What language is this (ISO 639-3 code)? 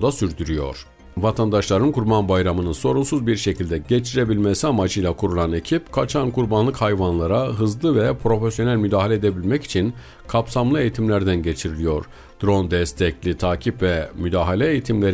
tur